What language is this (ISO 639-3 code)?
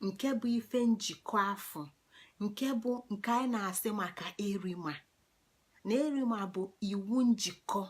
ibo